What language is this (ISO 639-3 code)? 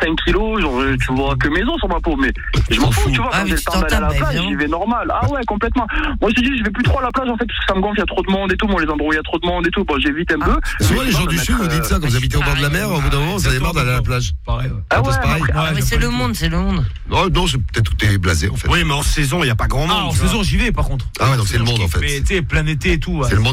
fra